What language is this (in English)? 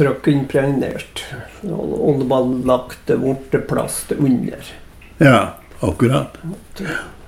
Norwegian